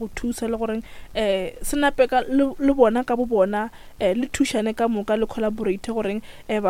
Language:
Northern Sotho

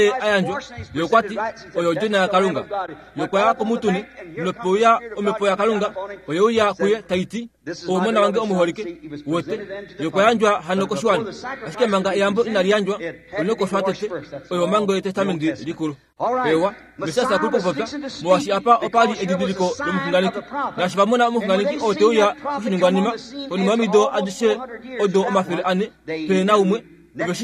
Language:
Kuanyama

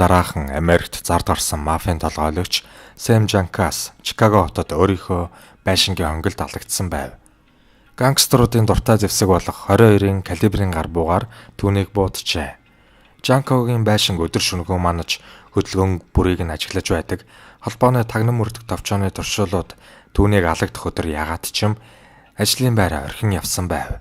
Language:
Mongolian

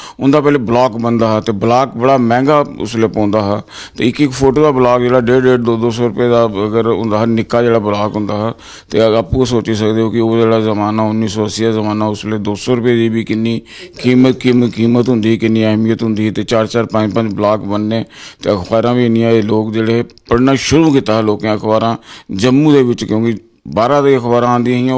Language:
Dogri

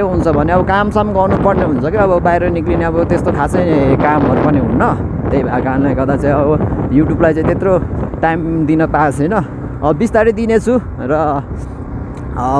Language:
Nepali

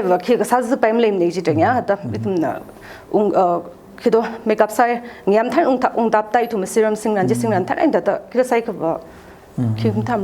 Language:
Tangkhul Naga (India)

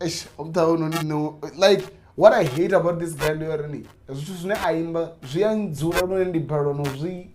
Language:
Venda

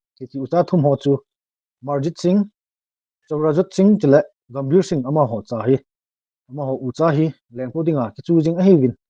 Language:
Thado Chin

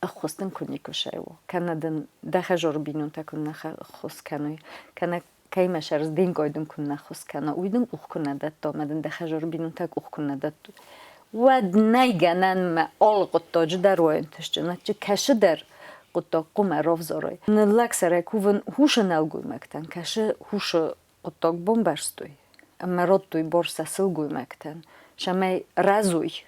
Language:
Ossetic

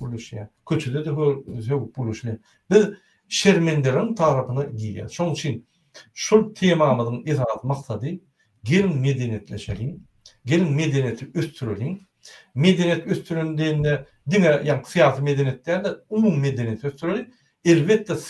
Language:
Turkmen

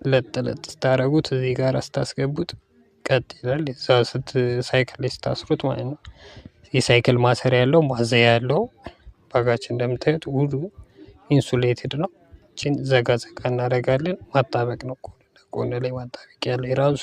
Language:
Amharic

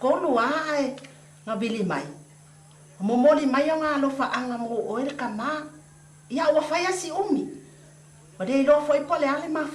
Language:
Samoan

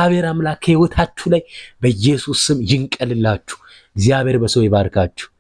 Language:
Amharic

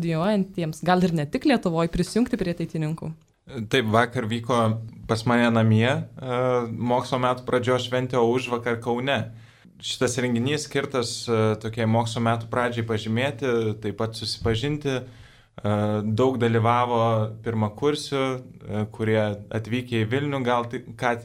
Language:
Lithuanian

